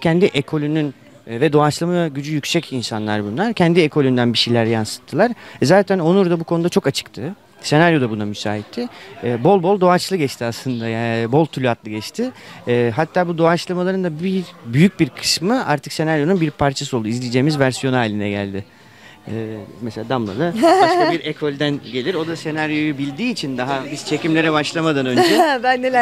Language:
Turkish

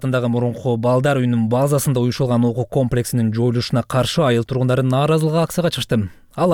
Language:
Kyrgyz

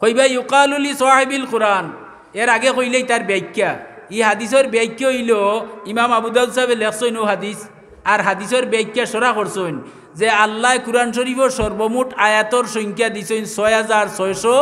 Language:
Sylheti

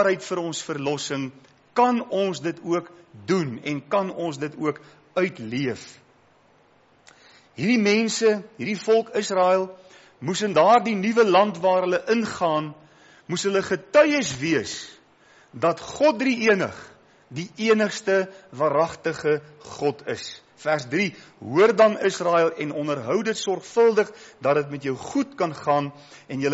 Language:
Afrikaans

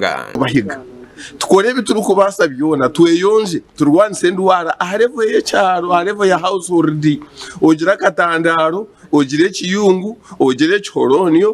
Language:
Nyankole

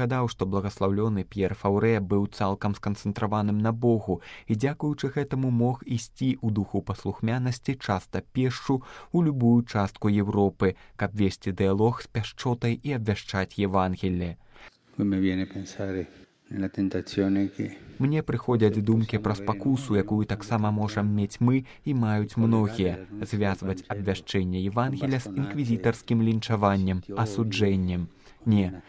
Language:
Belarusian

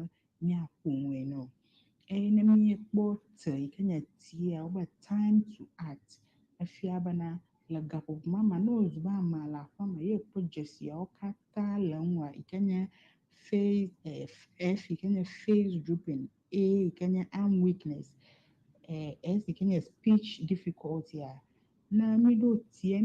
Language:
Ewe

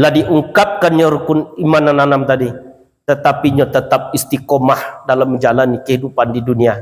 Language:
Minangkabau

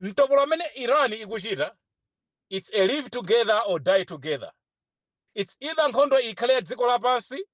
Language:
Nyanja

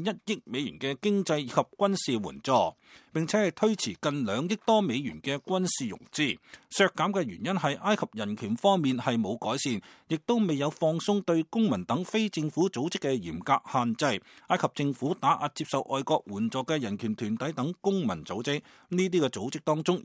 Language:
Cantonese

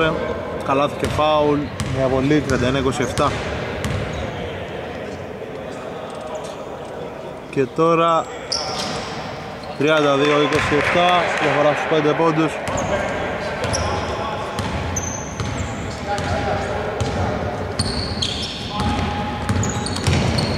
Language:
Greek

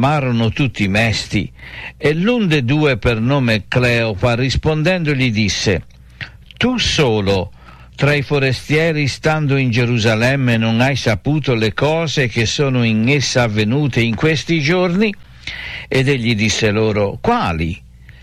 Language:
Italian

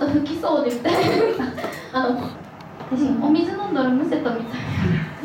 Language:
Japanese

